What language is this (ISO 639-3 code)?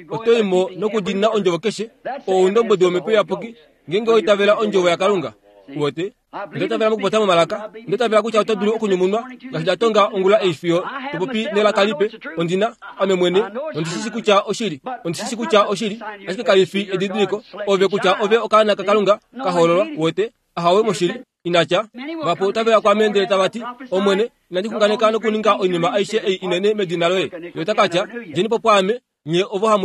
kua